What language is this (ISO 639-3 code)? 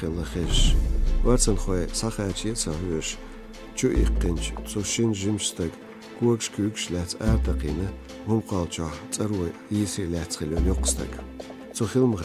che